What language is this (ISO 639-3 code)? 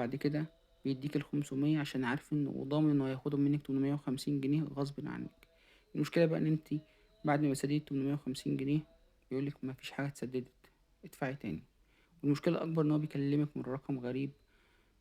arz